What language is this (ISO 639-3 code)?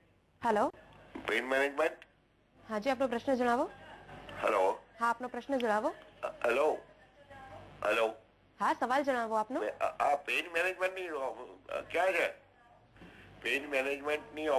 guj